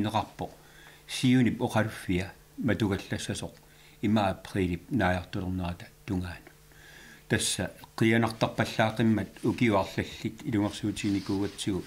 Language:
Kalaallisut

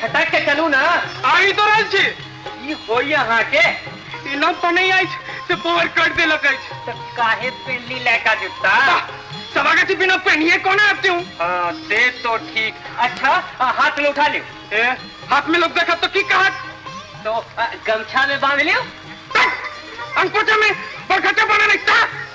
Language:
Maithili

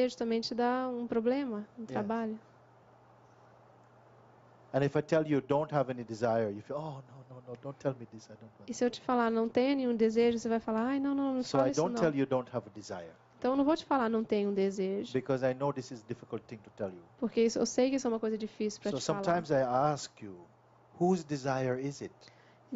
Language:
Portuguese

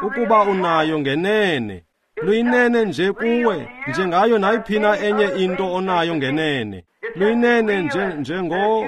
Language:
Xhosa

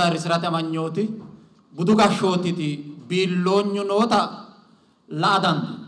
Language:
Sidamo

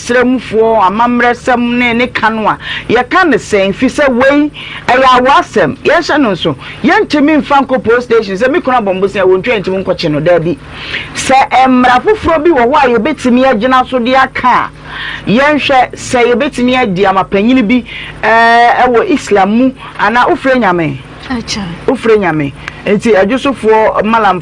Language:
Akan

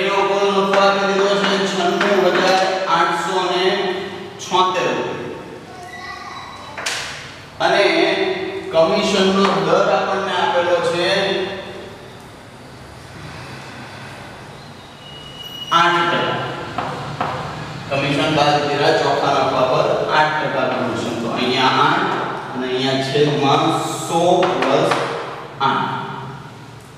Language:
Gujarati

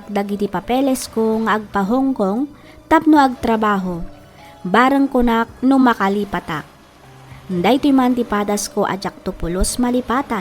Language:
Iloko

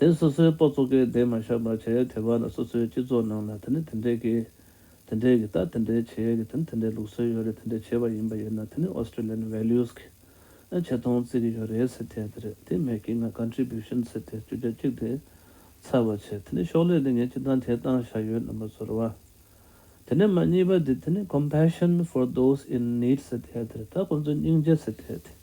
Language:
Tibetan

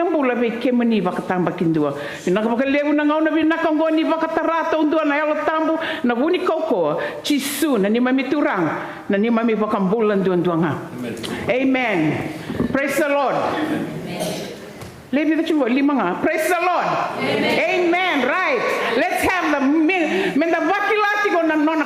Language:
Fijian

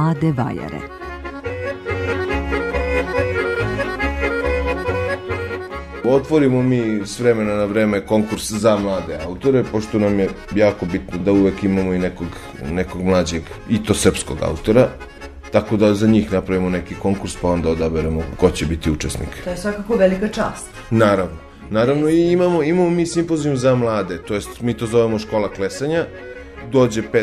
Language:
Serbian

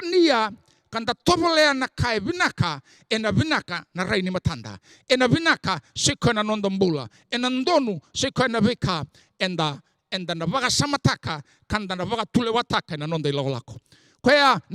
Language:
Fijian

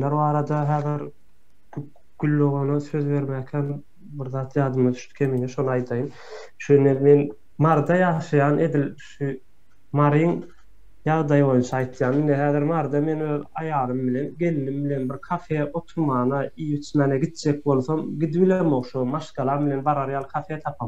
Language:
Turkmen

